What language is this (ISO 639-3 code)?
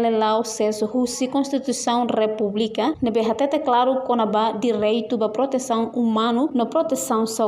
tet